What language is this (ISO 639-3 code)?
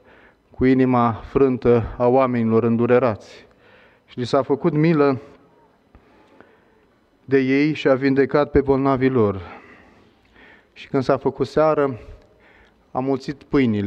ron